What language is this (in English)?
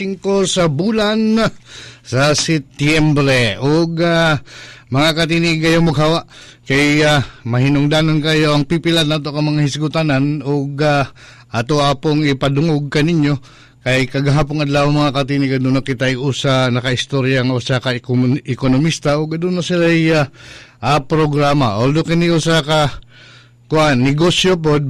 Cebuano